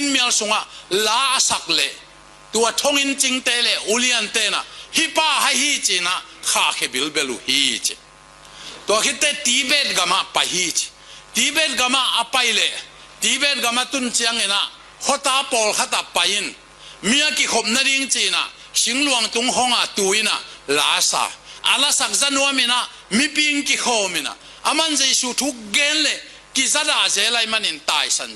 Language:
Tedim Chin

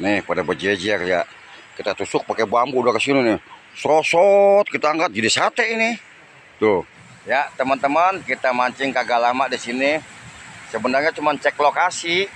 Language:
Betawi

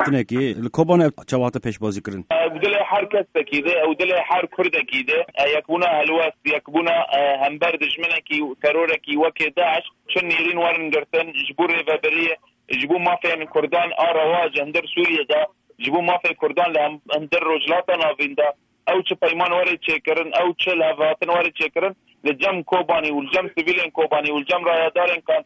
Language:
Kurdish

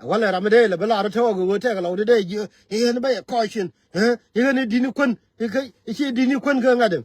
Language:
Nuer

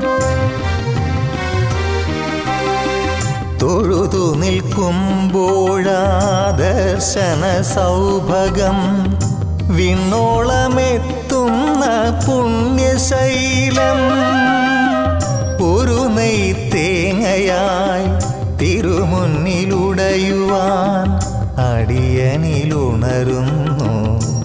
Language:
Malayalam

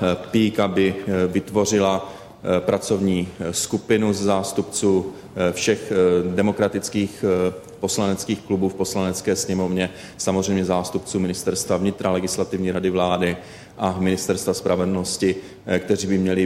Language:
Czech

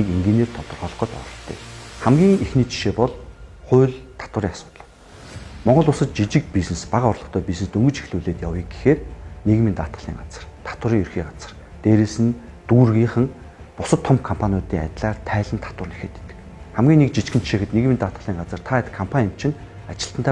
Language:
Mongolian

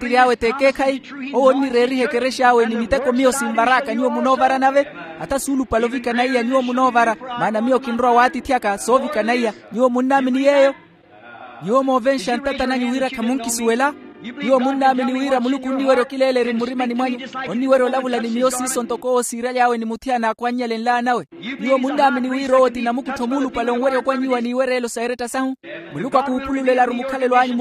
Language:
Makhuwa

